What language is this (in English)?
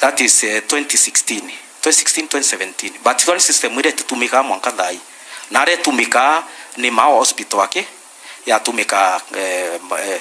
Meru